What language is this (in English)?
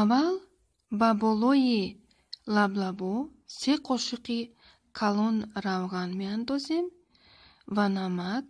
Tajik